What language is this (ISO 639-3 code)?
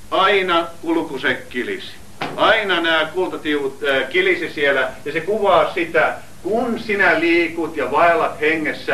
fin